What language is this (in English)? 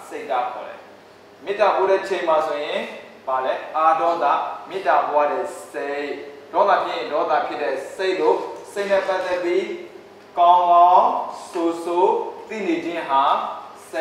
Burmese